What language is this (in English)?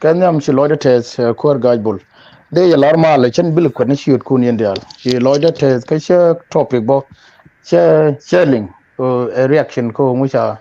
Nuer